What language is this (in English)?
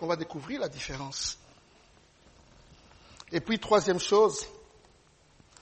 French